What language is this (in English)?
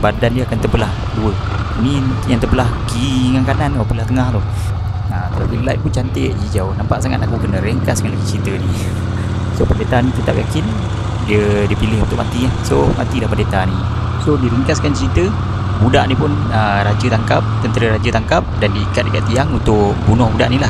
Malay